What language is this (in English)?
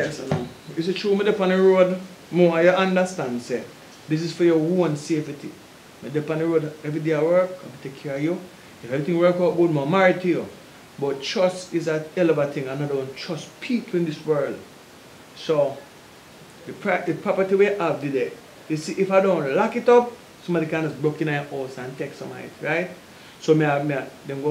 Jamaican Creole English